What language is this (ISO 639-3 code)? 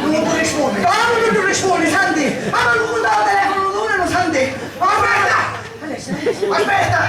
scn